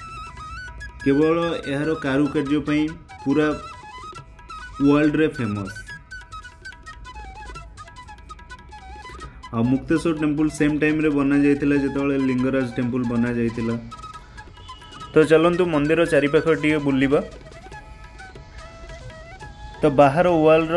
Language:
Odia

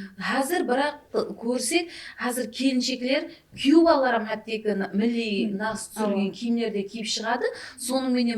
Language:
Kara-Kalpak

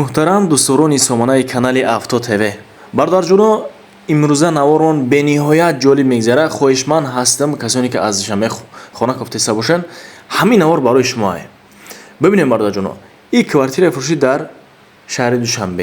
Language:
Tajik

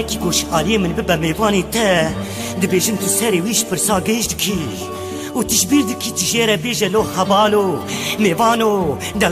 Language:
Kurdish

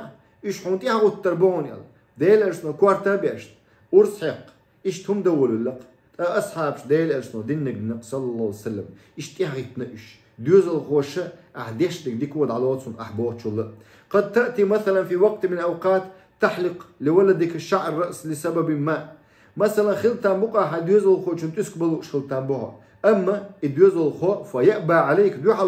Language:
Chechen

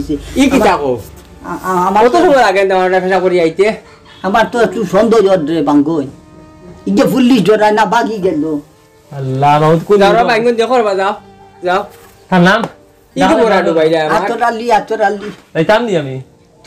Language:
Sylheti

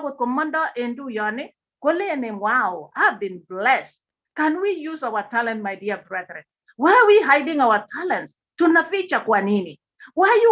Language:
Kalenjin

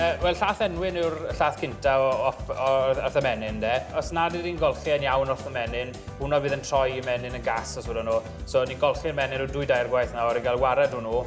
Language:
Welsh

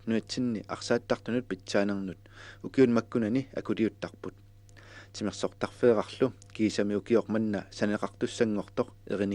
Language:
Kalaallisut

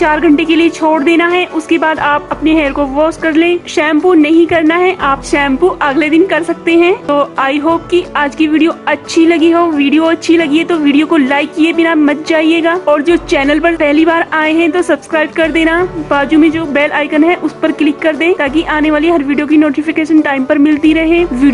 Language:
Hindi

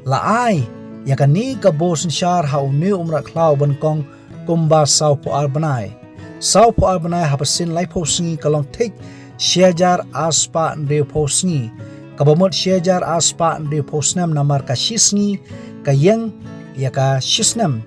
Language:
Khasi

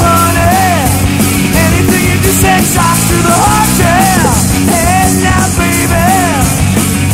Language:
English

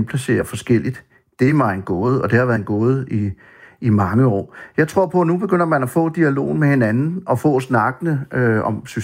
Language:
Danish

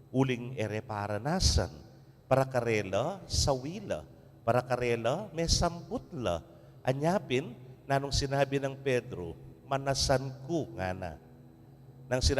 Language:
Pampanga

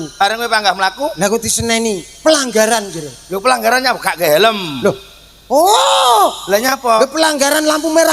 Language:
Javanese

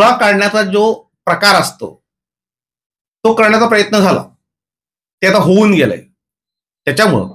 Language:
Marathi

